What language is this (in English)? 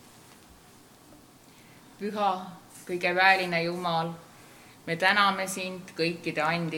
Estonian